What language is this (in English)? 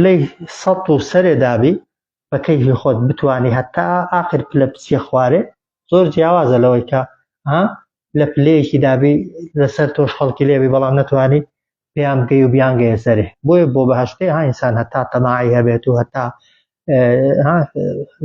Central Kurdish